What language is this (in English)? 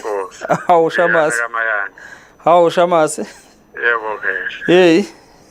Zulu